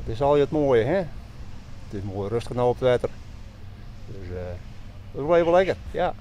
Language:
Western Frisian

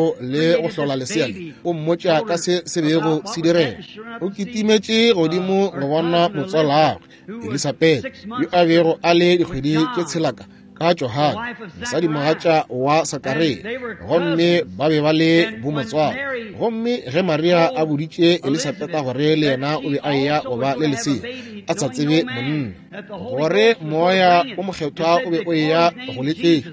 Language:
Northern Sotho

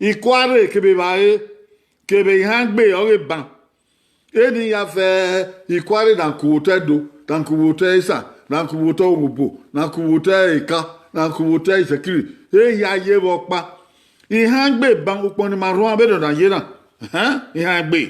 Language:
Bini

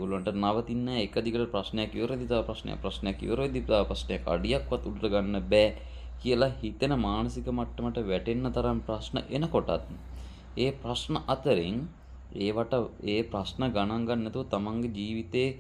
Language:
Sinhala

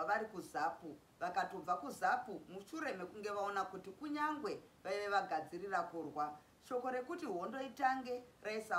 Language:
Shona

